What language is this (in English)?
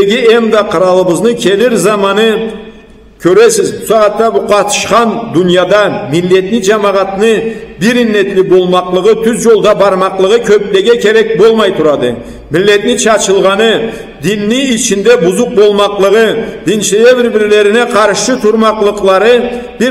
Karachay-Balkar